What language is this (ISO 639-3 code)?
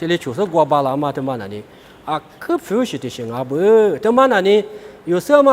lis